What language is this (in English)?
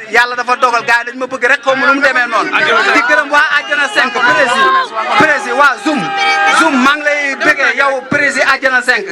Wolof